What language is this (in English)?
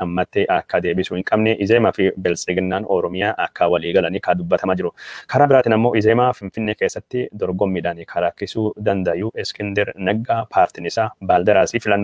Oromo